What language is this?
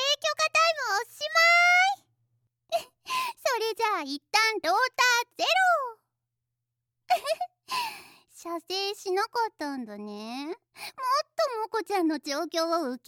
Japanese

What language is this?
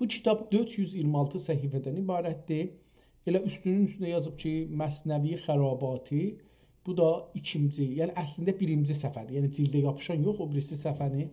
South Azerbaijani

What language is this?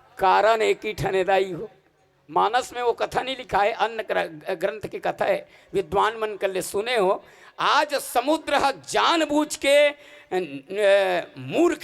Chhattisgarhi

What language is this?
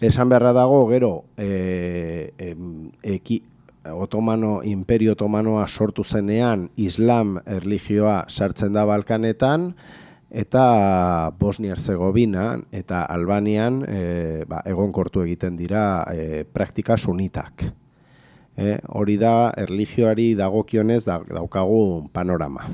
Basque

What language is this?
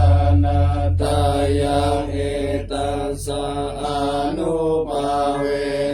Pali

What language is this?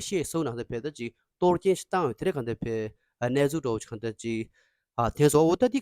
Tibetan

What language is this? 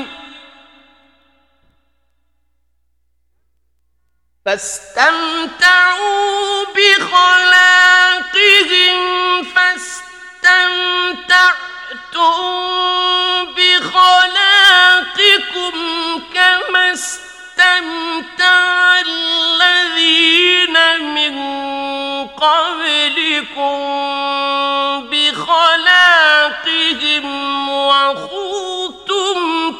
Arabic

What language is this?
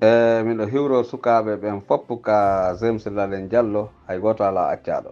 Pular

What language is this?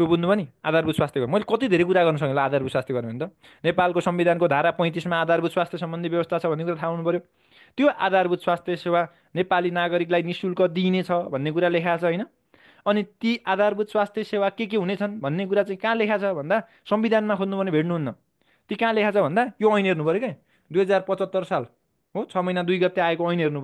Nepali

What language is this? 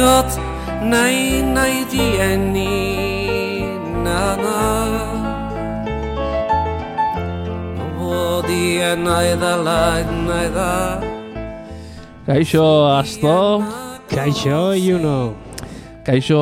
Basque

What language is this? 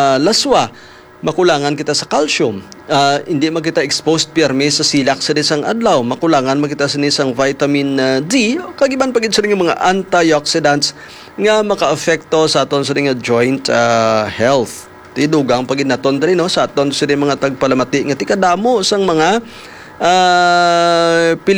Hiligaynon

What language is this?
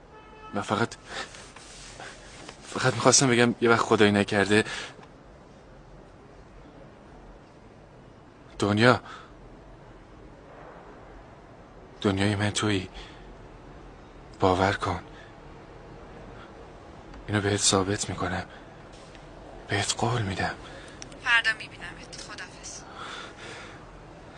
Persian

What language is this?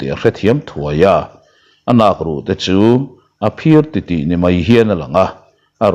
Mizo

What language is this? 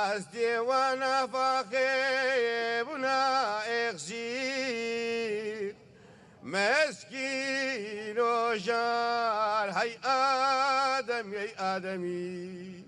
Kurdish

